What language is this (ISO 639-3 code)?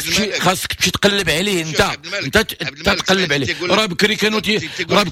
ary